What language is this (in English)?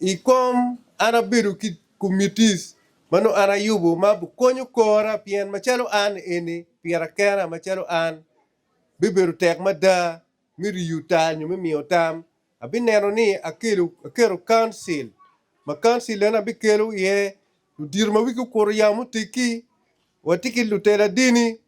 Acoli